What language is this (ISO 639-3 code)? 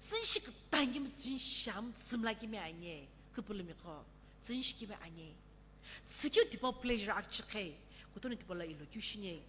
nsm